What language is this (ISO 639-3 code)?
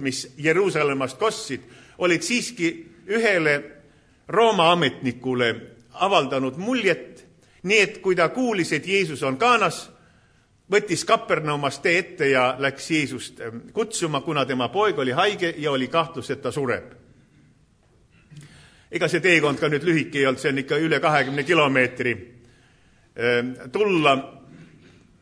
est